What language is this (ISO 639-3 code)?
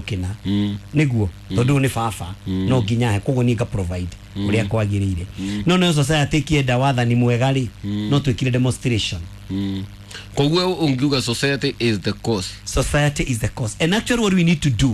kik